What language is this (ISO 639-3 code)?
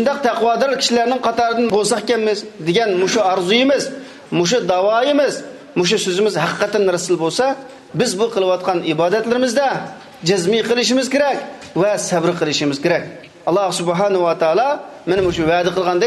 uig